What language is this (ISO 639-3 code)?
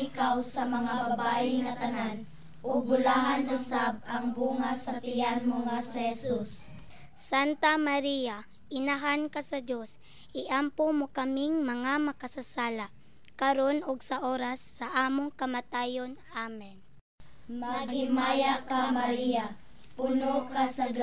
ceb